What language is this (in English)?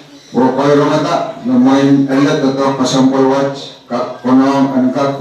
Pohnpeian